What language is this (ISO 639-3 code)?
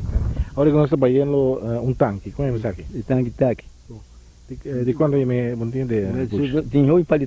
pap